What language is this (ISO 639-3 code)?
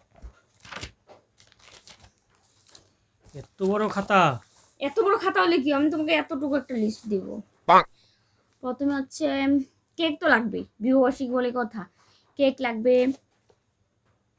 ben